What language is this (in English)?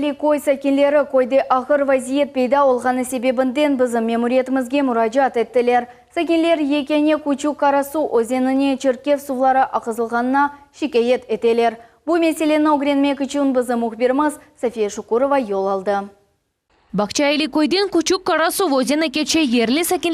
Crimean Tatar